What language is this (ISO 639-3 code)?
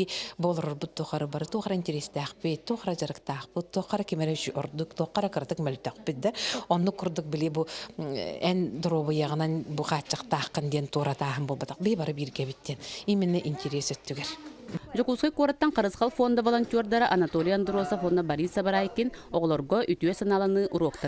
sah